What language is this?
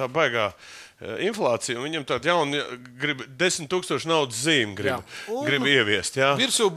Latvian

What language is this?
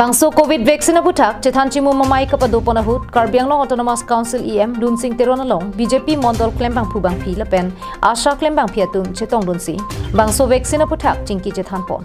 Karbi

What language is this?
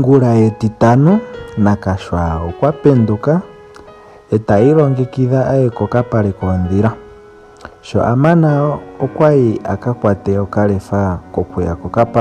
Ndonga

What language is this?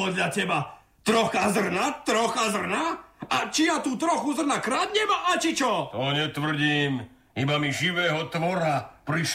Slovak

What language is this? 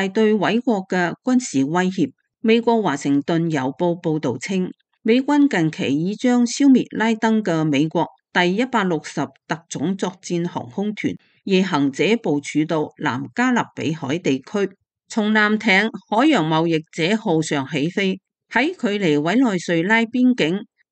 Cantonese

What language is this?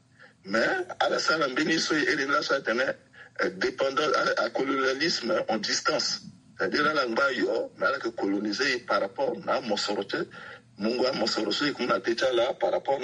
Sango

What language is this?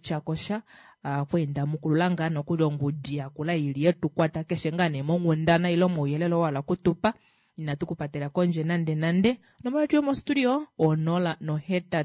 Kuanyama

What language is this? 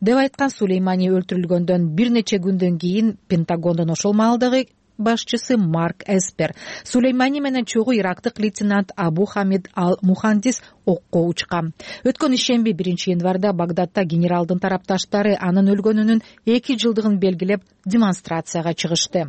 Kyrgyz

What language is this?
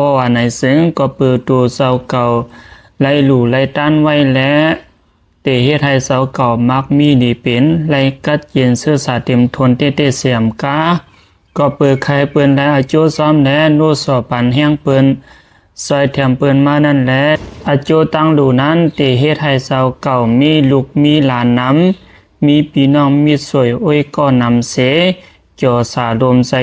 Lao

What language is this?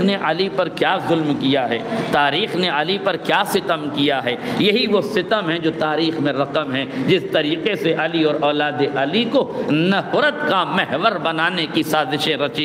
Urdu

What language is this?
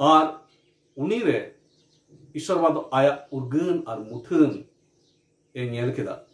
Santali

